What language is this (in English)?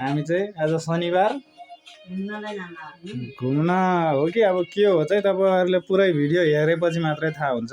Nepali